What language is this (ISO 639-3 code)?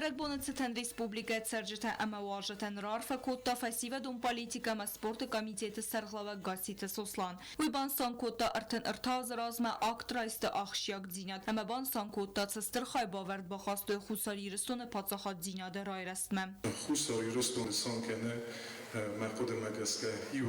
oss